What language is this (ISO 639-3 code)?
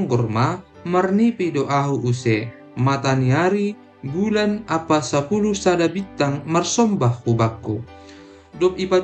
bts